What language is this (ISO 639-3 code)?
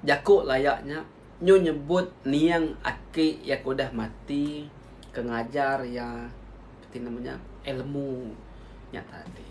iba